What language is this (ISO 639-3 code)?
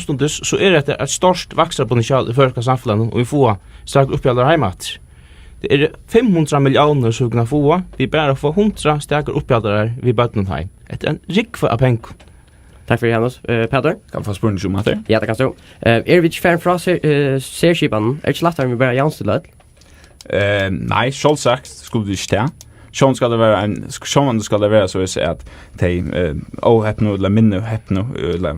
fao